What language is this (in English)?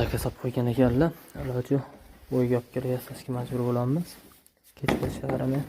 Uzbek